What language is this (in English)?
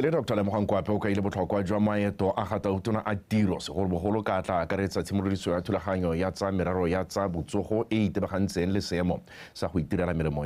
Tswana